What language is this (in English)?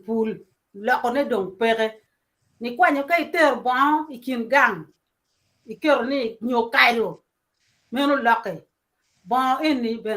Acoli